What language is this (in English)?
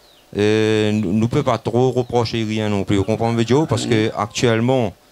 Réunion Creole French